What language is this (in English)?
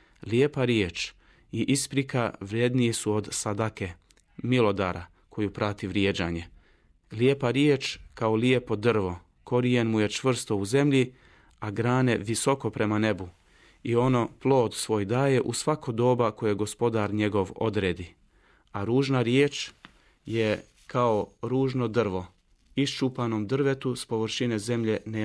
Bosnian